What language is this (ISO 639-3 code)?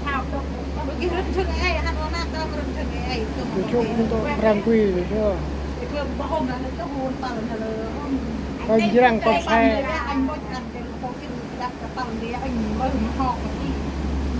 cmo